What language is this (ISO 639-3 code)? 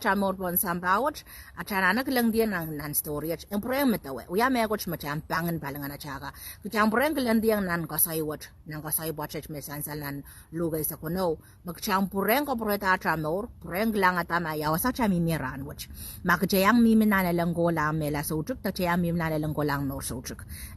pon